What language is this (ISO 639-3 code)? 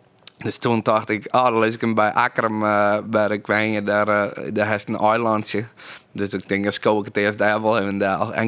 fry